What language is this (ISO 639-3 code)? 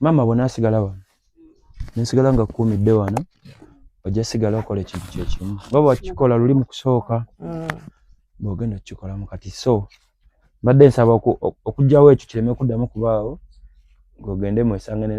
lug